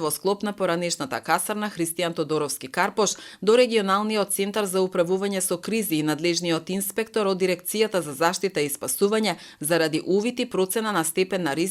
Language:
Macedonian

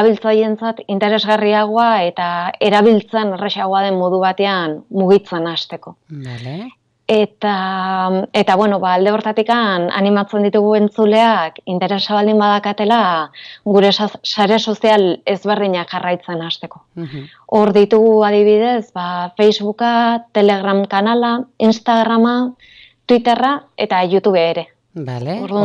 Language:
Basque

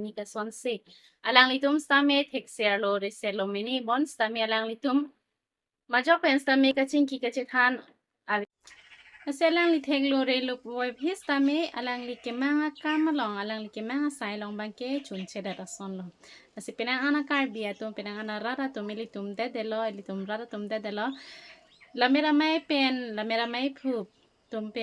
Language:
Karbi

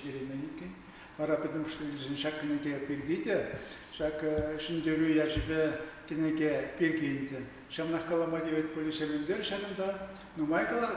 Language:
Chuvash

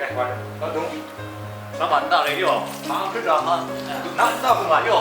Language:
Kachin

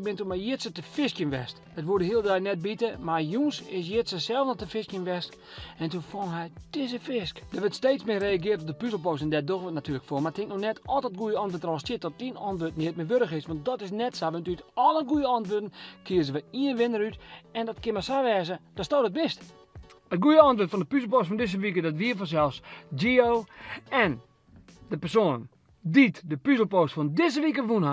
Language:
Western Frisian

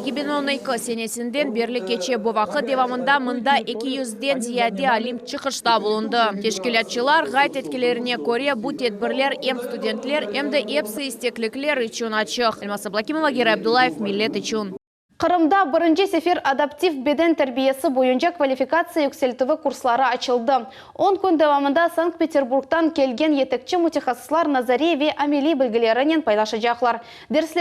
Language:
Crimean Tatar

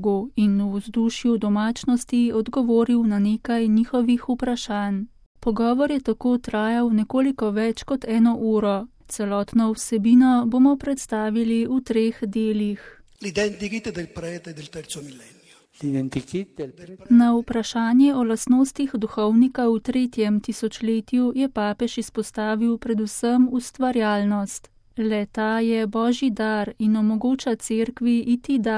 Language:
Slovenian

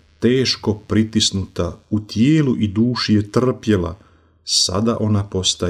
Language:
Croatian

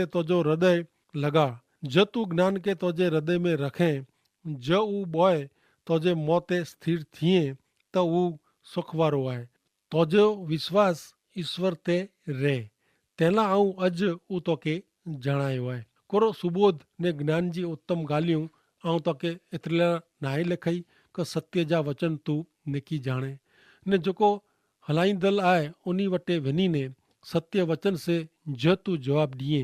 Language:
Kachhi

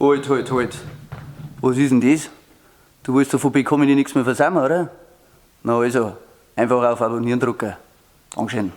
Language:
Bavarian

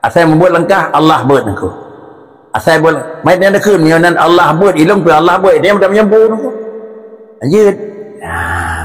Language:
Achinese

